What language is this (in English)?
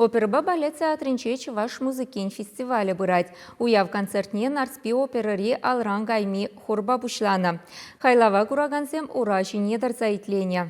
Chuvash